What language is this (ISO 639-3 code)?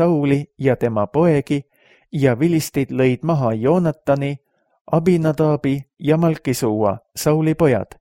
est